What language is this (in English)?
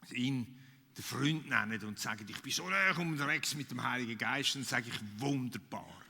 Swiss German